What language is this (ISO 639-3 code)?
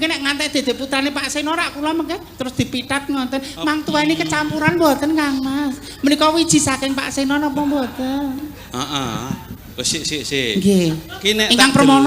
jav